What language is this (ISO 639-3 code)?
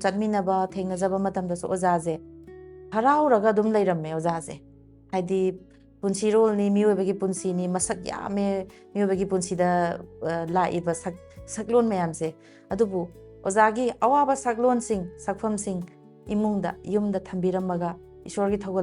mni